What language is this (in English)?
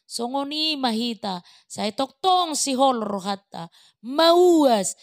Batak Toba